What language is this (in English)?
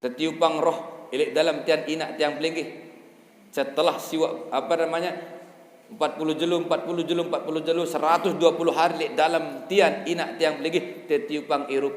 Sasak